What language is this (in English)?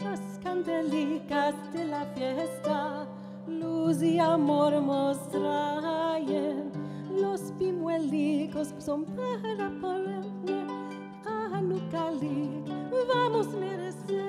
Ladino